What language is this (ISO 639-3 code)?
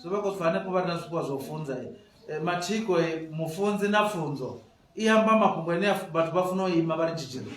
ven